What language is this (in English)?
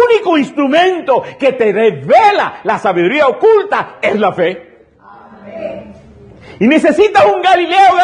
Spanish